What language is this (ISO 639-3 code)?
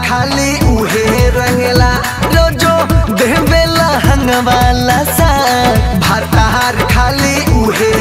bho